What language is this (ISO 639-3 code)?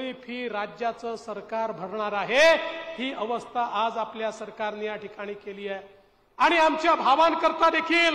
mar